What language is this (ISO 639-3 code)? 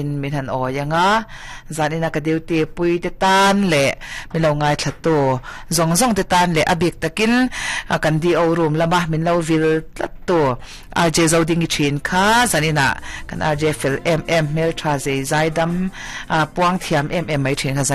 lus